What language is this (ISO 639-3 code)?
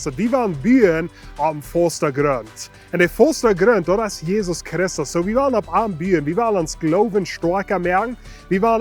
pdt